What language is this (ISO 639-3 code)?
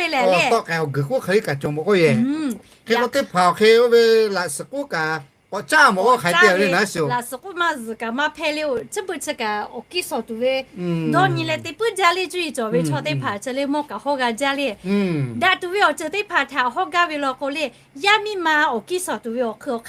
lhu